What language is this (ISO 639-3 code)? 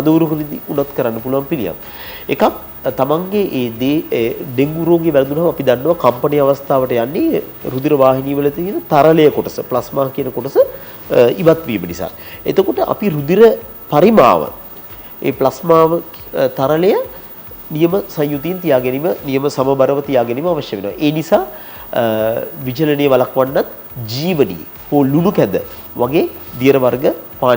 sin